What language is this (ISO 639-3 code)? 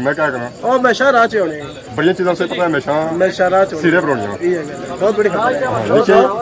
phr